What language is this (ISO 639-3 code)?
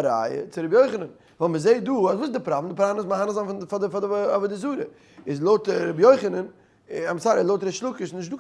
yid